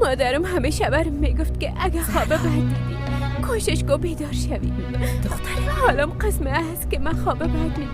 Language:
Persian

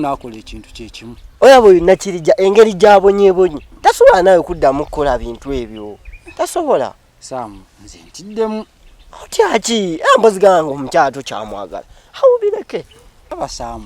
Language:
Ganda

